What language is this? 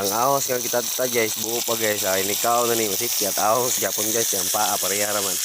Cebuano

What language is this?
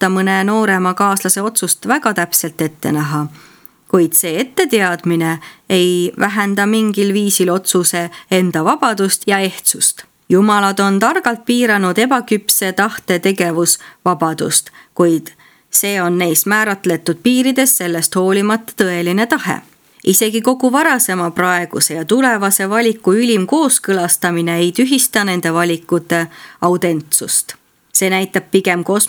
Estonian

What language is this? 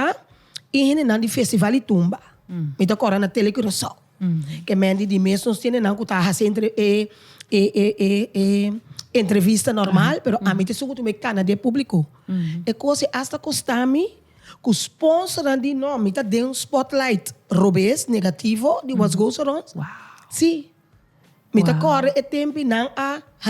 Papiamento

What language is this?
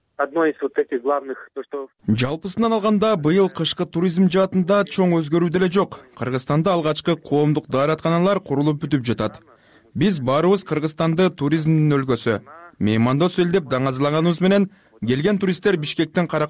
Kyrgyz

